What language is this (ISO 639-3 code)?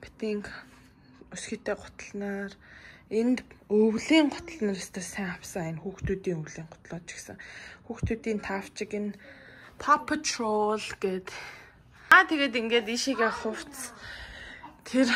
mon